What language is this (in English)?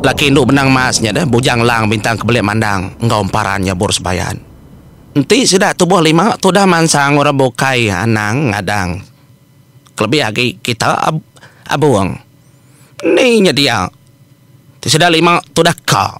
Iban